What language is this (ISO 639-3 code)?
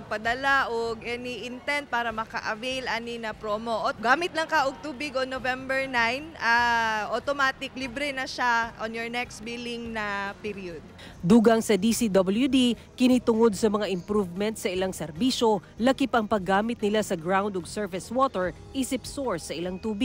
ceb